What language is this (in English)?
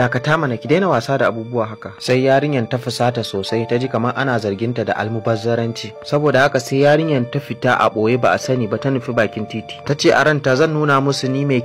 Hausa